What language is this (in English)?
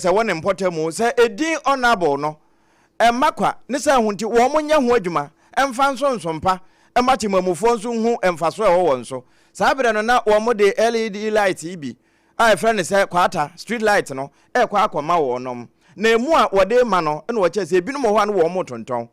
Akan